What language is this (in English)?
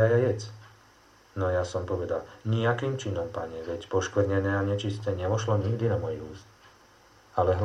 Slovak